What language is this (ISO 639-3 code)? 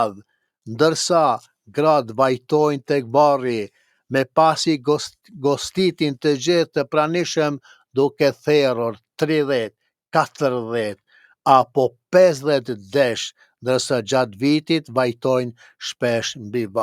sqi